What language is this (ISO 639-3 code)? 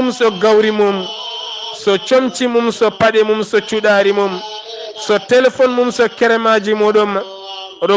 ful